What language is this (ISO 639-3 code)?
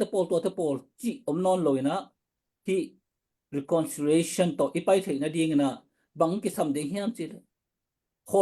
ctd